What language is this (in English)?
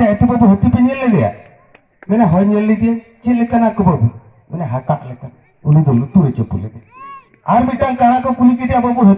Santali